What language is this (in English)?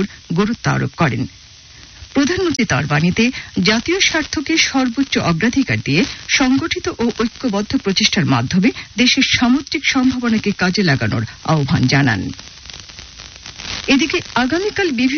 Bangla